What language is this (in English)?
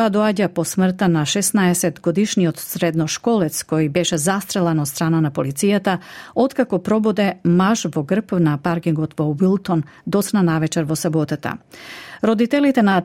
Macedonian